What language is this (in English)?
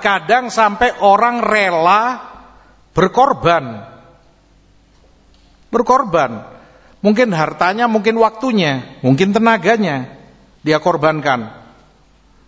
Indonesian